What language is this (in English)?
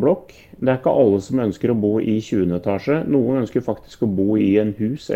Norwegian